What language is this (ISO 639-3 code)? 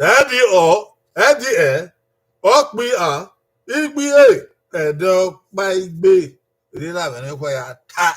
bin